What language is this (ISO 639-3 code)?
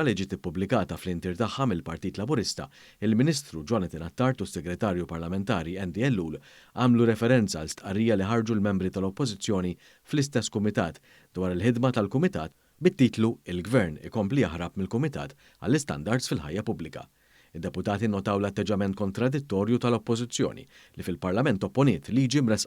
mlt